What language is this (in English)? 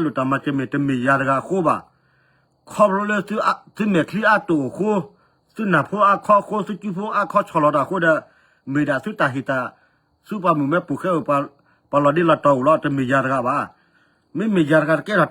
S'gaw Karen